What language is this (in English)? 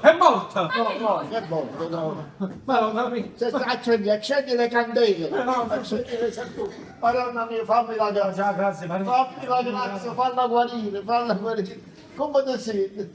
Neapolitan